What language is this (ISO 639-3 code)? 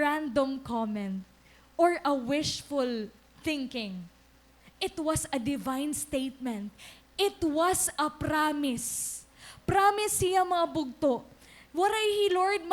war